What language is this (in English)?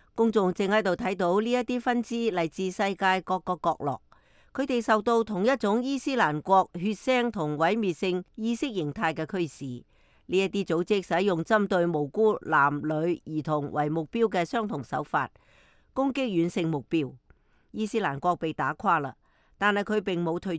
Cantonese